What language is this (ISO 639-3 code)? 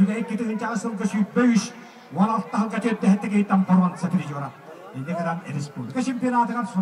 sah